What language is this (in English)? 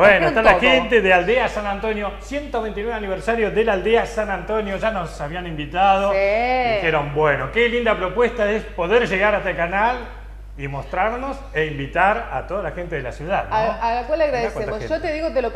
Spanish